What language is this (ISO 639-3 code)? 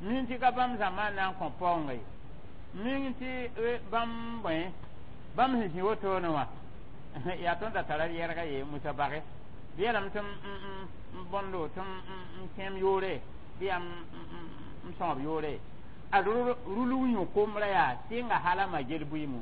mos